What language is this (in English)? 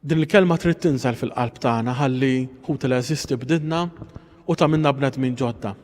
Maltese